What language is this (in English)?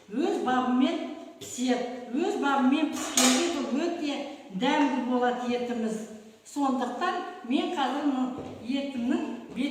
Kazakh